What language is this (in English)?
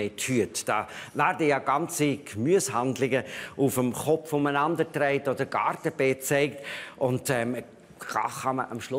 Swiss German